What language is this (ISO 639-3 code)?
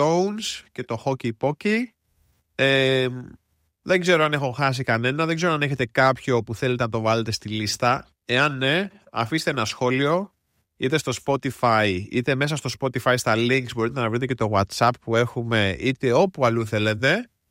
ell